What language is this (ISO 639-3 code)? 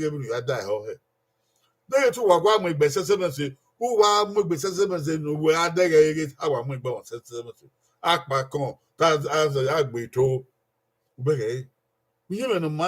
bin